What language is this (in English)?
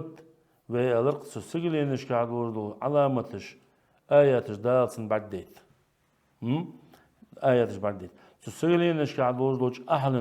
Ingush